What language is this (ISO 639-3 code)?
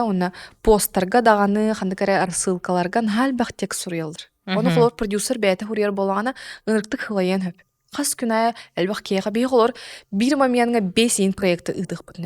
sah